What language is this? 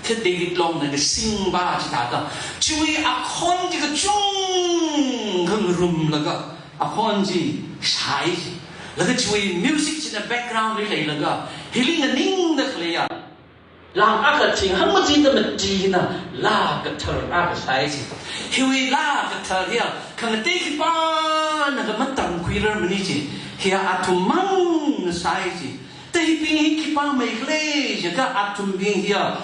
Tangkhul Naga (India)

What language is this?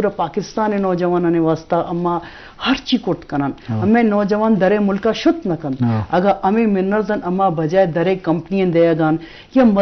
Eastern Balochi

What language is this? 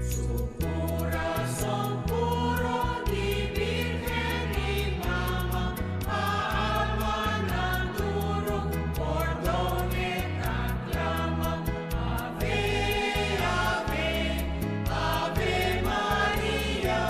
Papiamento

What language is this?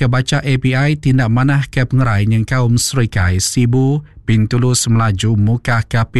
Iban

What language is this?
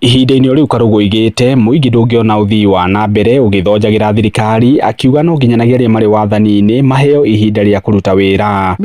Kikuyu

